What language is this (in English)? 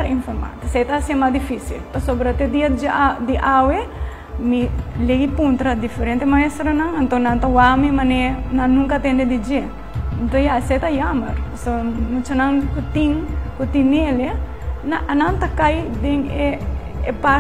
Papiamento